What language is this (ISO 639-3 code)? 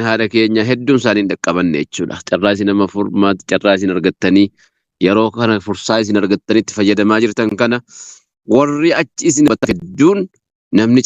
orm